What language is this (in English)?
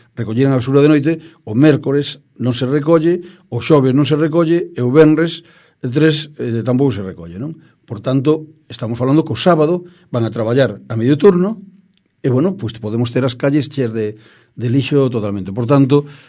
Galician